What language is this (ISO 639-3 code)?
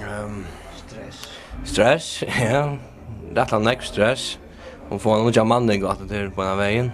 fao